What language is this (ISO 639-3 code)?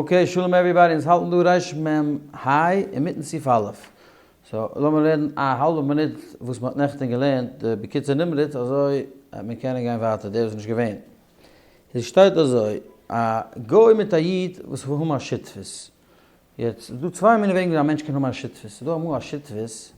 yid